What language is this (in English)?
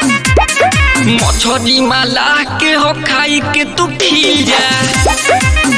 Bhojpuri